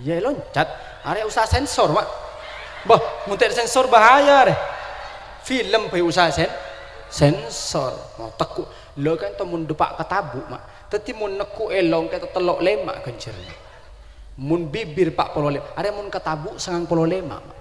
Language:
Madurese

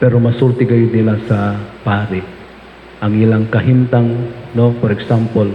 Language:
Cebuano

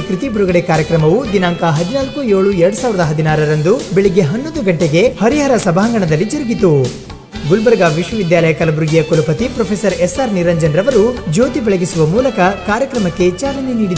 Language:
Kannada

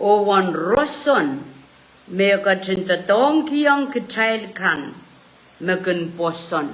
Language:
Pohnpeian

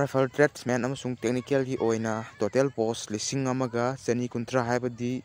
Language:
Manipuri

